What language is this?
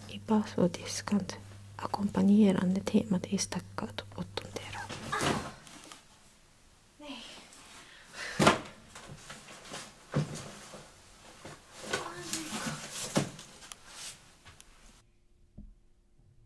Swedish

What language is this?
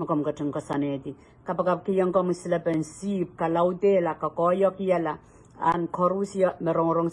Pohnpeian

